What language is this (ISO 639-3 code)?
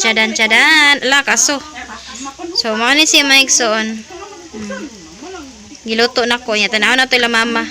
ceb